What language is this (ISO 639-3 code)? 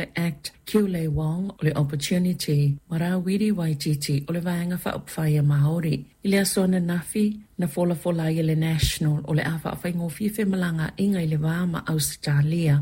smo